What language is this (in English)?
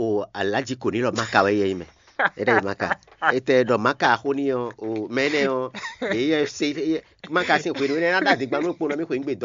Fon